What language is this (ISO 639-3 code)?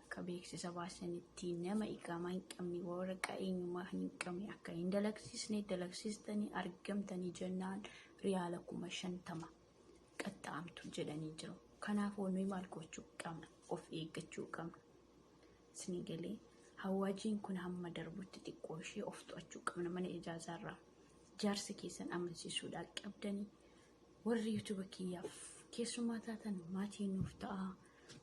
orm